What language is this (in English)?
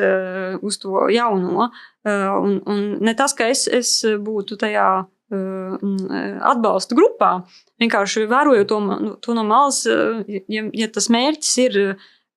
Latvian